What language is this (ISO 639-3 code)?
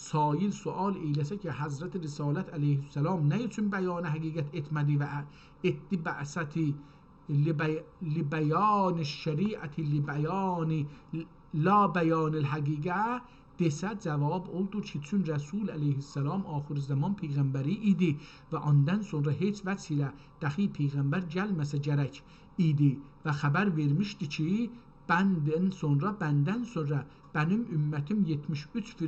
azb